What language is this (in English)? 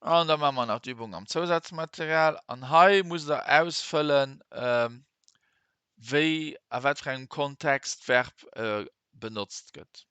Luxembourgish